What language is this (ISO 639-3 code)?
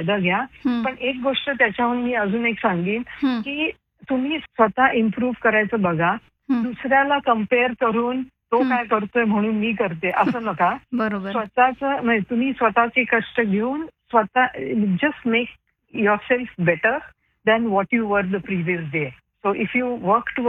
mar